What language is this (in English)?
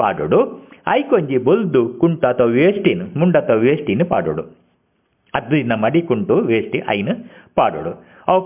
Tulu